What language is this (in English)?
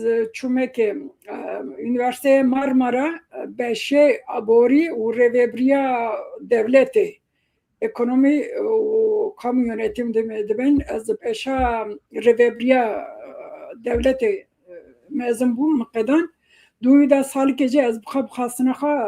Kurdish